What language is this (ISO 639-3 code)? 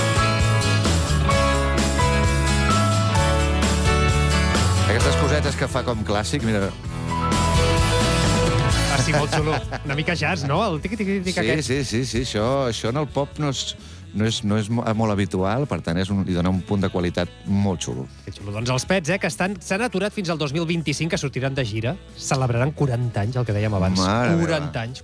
cat